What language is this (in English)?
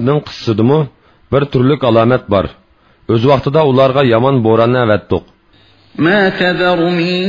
Uyghur